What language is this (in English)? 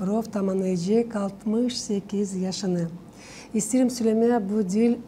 Gagauz